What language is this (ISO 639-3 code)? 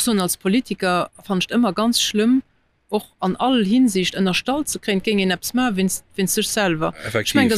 ltz